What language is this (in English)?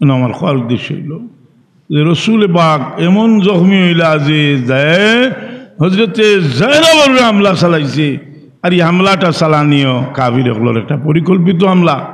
Sylheti